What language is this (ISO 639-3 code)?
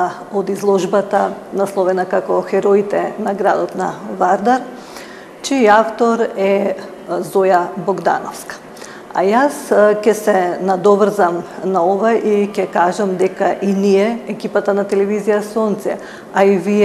mkd